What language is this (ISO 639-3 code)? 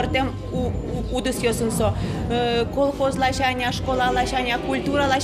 udm